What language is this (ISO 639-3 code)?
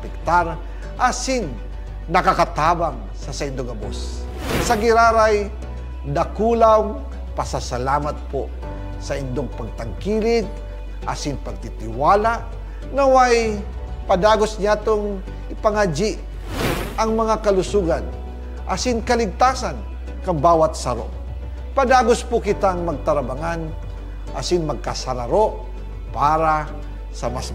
bik